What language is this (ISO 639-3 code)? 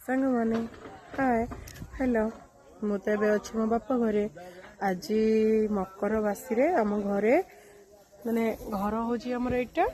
ori